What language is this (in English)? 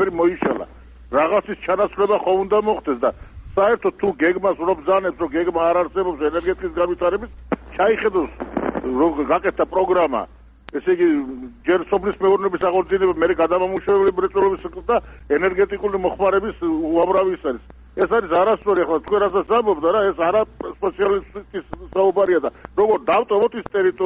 Georgian